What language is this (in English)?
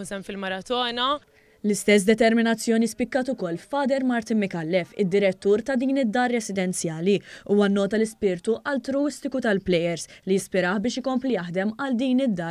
Maltese